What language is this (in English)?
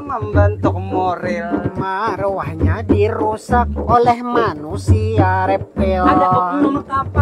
Banjar